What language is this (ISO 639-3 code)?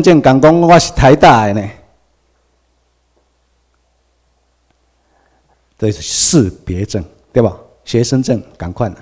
zho